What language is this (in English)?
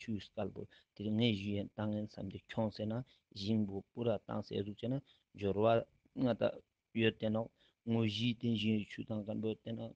Ladakhi